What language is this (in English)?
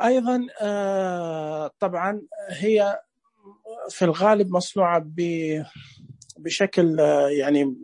Najdi Arabic